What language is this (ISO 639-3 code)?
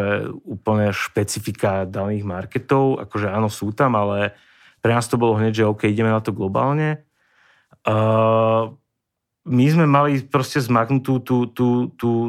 slk